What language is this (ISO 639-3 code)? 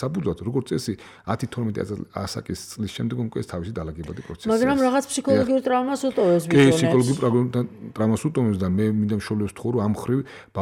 kat